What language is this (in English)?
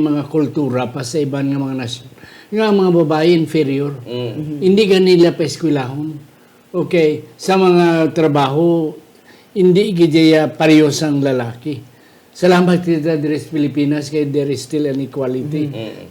Hiligaynon